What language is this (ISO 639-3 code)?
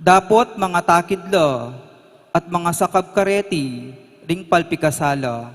pam